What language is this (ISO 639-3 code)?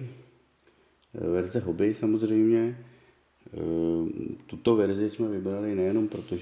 ces